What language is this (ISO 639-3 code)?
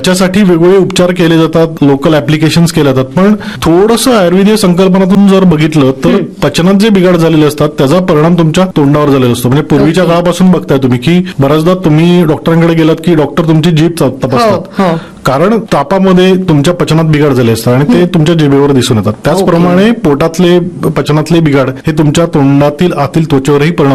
mar